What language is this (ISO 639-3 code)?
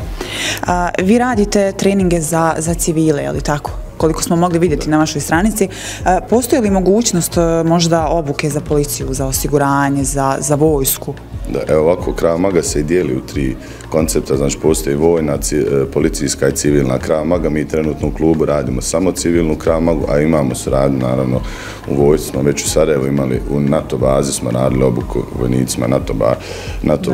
bos